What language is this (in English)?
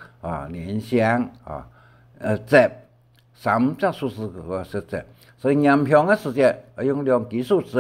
Hakka Chinese